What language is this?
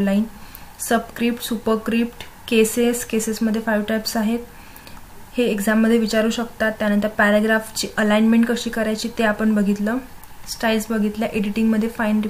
Marathi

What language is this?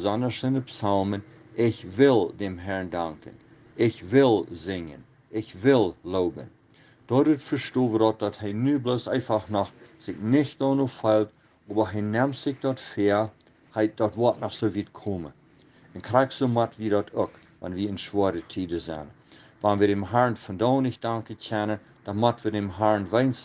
Plautdietsch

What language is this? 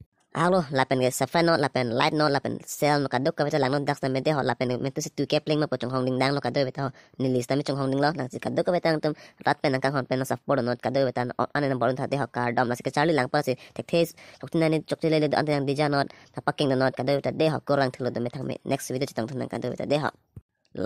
Karbi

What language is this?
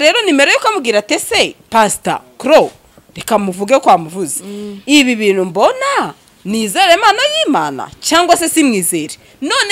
Kinyarwanda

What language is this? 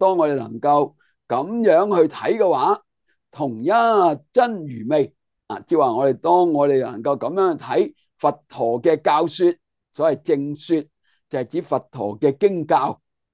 Cantonese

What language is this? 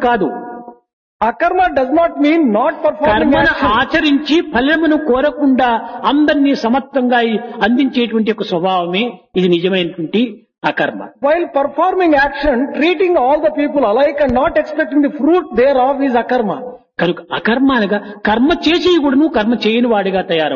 Telugu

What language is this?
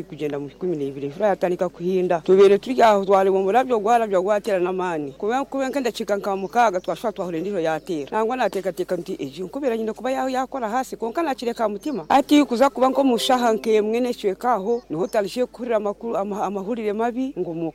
Nyoro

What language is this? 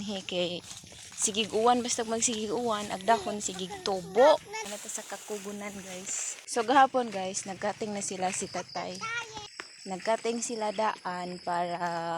Cebuano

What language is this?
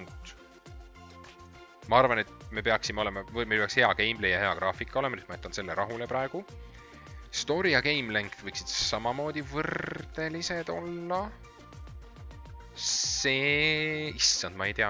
Estonian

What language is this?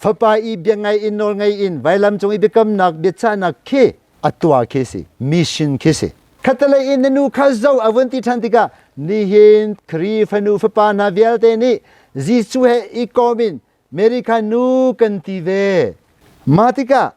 Hakha Chin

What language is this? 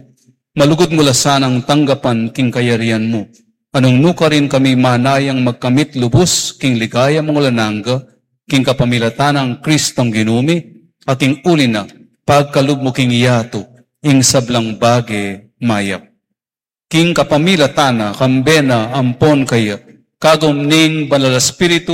Pampanga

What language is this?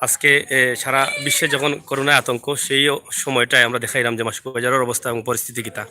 Sylheti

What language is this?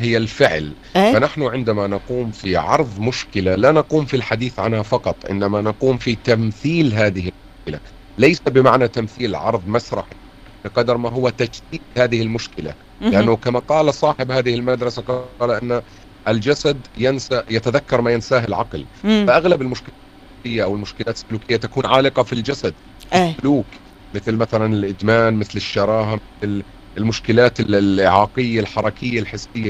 Tunisian Arabic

